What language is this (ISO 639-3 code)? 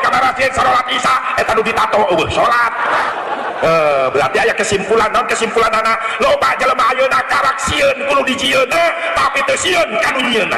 sun